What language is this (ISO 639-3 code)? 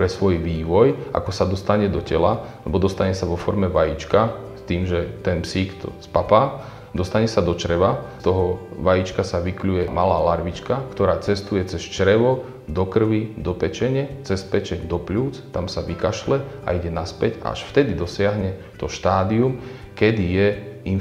slk